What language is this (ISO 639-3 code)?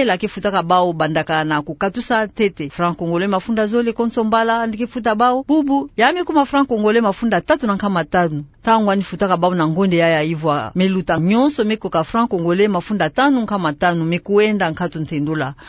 ktu